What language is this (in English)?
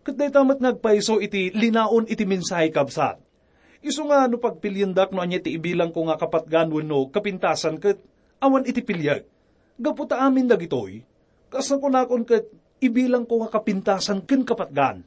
Iloko